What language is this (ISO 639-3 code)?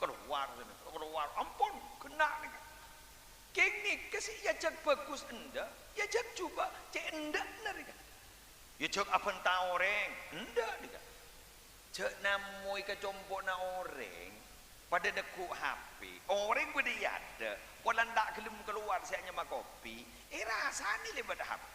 mad